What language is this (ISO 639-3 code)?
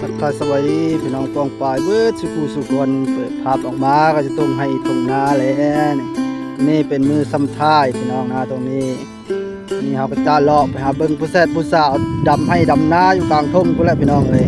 tts